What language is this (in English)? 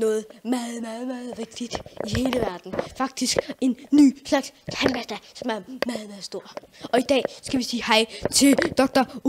Danish